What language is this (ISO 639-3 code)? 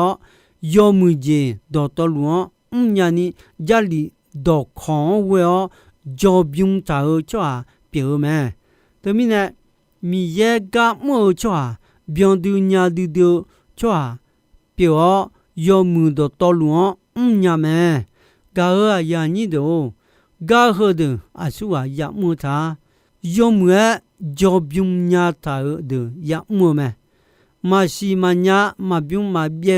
ahk